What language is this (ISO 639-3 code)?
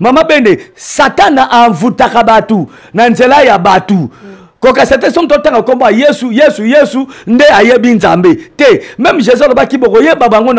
lin